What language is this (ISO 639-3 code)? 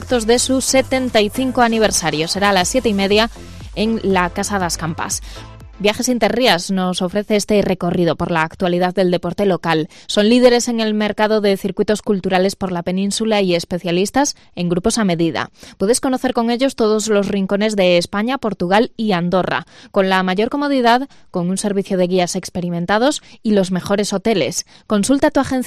spa